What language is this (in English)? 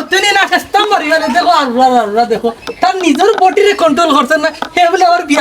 Sylheti